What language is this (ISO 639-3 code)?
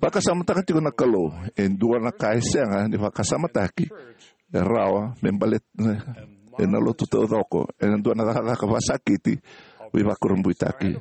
fij